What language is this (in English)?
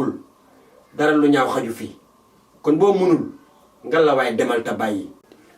Wolof